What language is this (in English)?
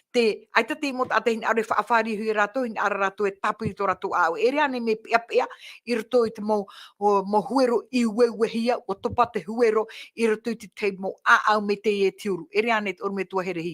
Tahitian